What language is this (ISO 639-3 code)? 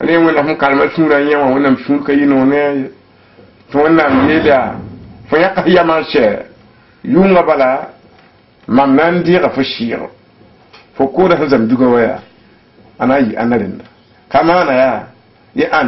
mos